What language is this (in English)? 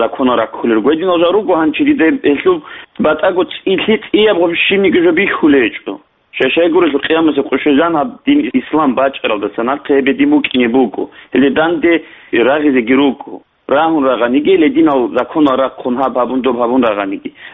Avaric